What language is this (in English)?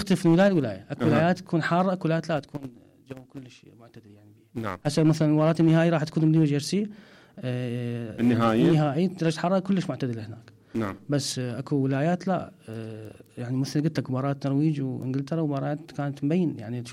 Mesopotamian Arabic